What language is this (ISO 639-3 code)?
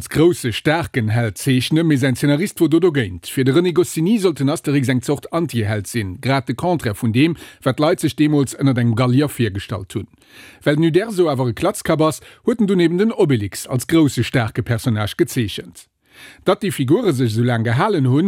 ltz